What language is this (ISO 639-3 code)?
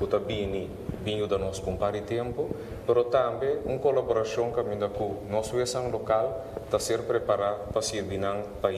pap